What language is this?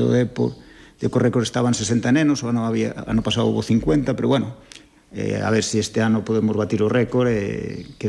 Galician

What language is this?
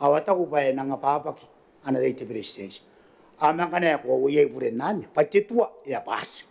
Gilbertese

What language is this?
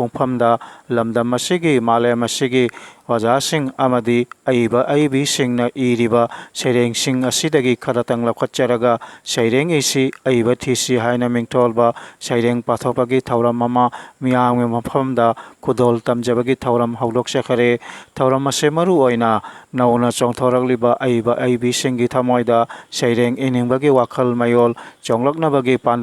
Manipuri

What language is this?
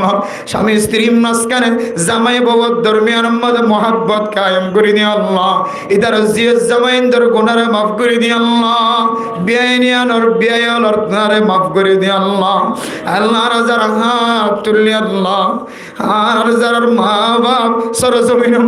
Rohingya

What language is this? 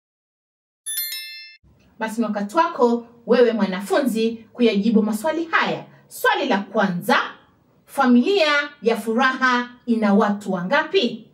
Swahili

